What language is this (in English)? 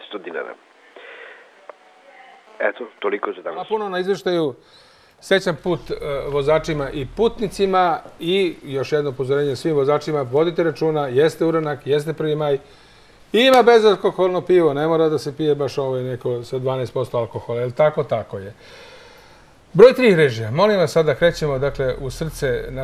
Serbian